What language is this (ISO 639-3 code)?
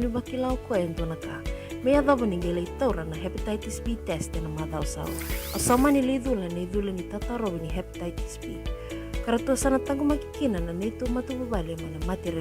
fij